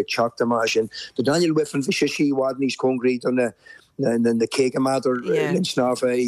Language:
Irish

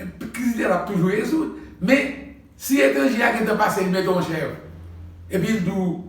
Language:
Haitian Creole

